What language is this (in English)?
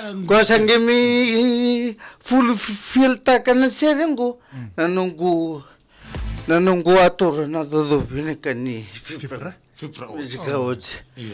Fijian